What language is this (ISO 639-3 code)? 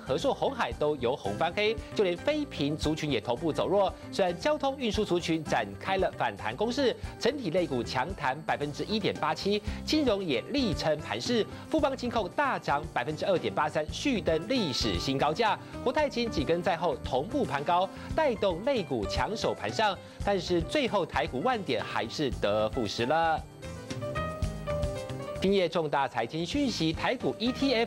zho